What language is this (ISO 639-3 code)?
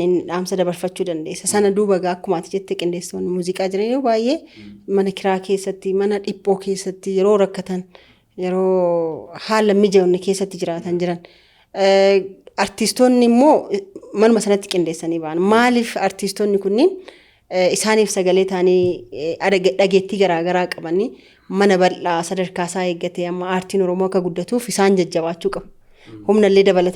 orm